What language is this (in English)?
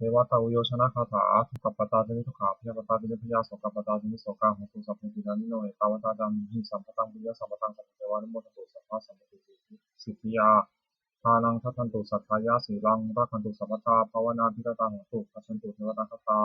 Pali